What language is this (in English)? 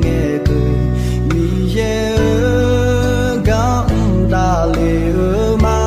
Akha